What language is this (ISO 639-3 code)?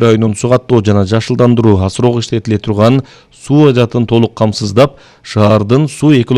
kir